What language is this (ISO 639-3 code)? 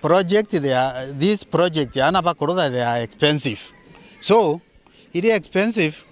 mer